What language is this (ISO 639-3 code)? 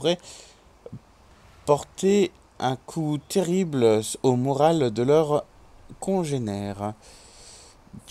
fra